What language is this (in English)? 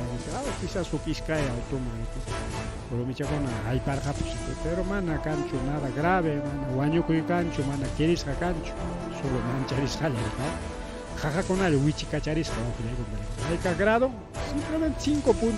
Ayacucho Quechua